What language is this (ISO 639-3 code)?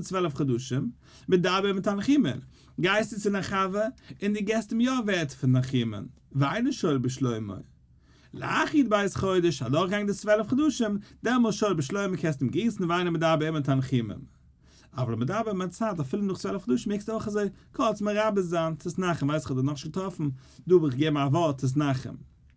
yid